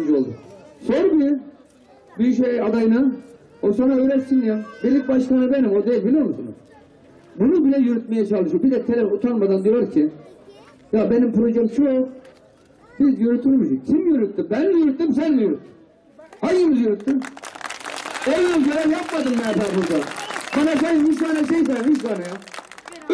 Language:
Turkish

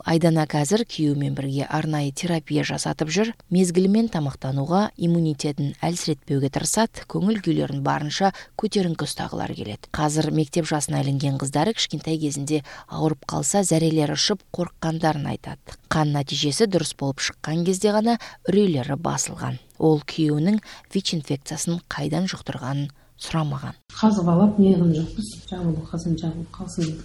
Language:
Kazakh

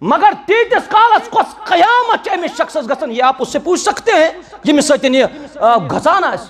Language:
Kashmiri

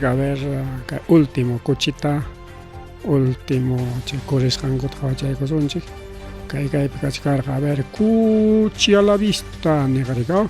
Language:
Ayacucho Quechua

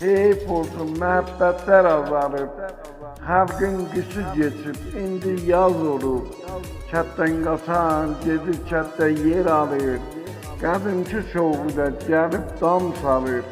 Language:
South Azerbaijani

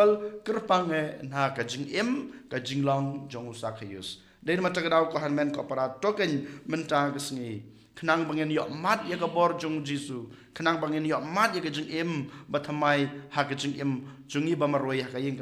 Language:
Khasi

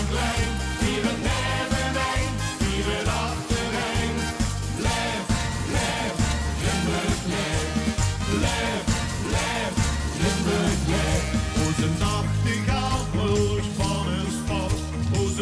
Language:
Limburgish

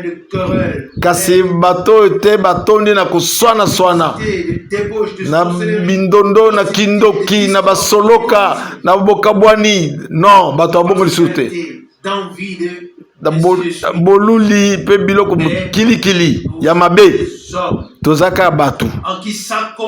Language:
Lingala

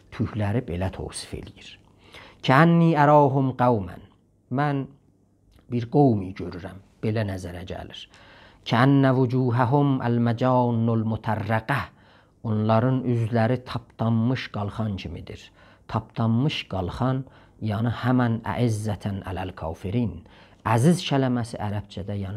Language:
South Azerbaijani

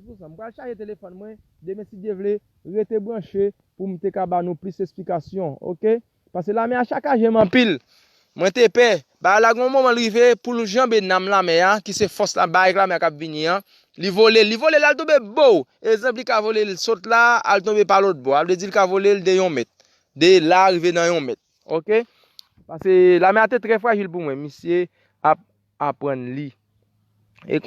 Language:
Haitian Creole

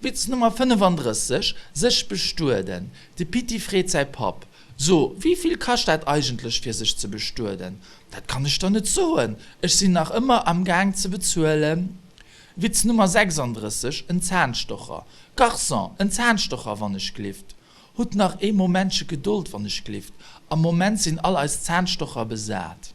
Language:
Luxembourgish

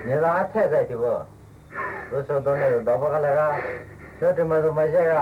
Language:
Poumei Naga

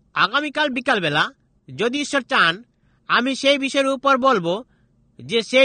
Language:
Bangla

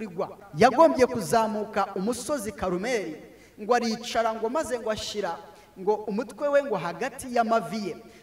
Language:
Kinyarwanda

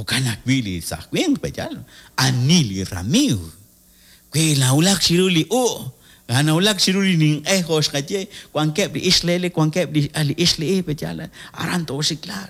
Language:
Kekchí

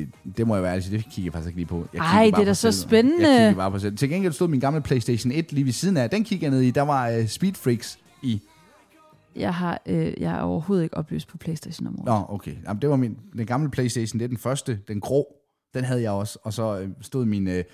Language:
Danish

